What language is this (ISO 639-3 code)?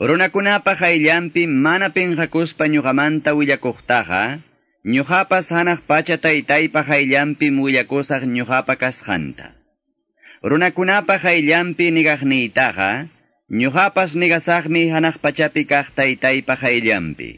que